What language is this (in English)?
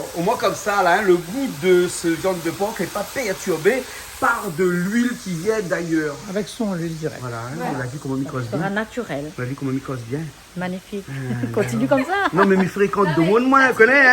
Réunion Creole French